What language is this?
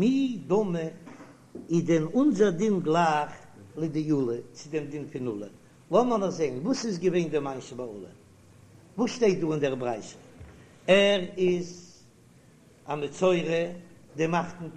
Yiddish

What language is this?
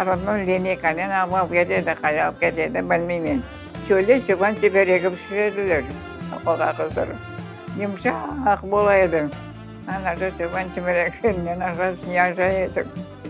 Crimean Tatar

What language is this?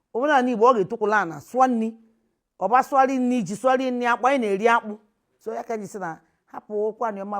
Igbo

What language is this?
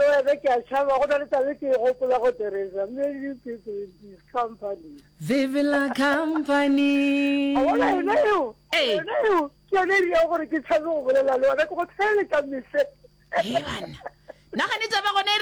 Northern Sotho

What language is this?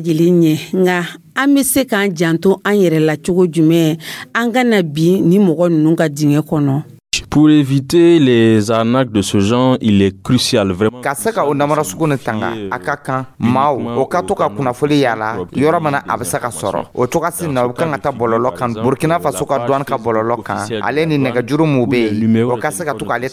Dyula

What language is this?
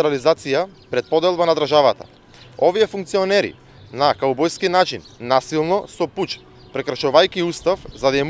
Macedonian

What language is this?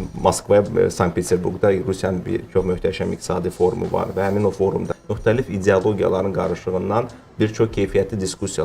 Azerbaijani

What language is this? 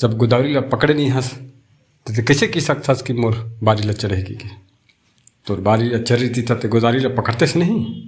Chhattisgarhi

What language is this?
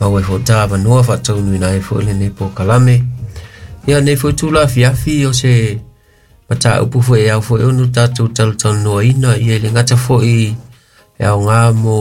Samoan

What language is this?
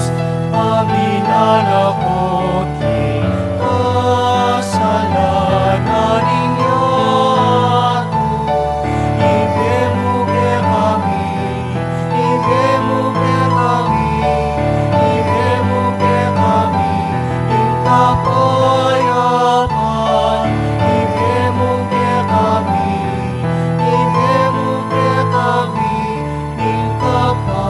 Pampanga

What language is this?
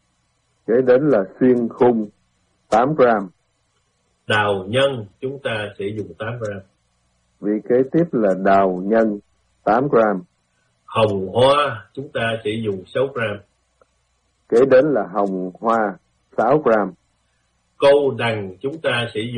Vietnamese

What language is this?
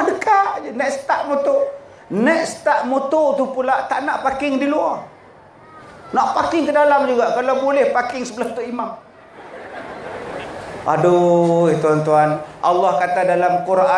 Malay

